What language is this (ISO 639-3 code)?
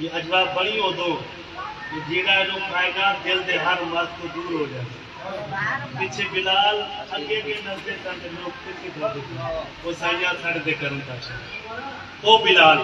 skr